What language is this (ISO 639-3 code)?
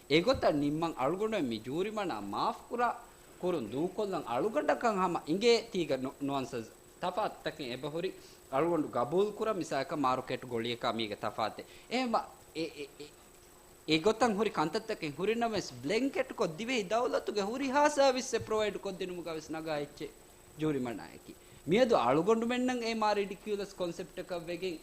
div